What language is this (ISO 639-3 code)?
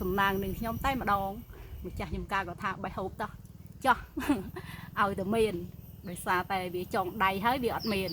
khm